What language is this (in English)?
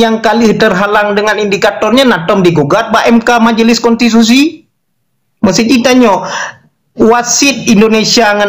Achinese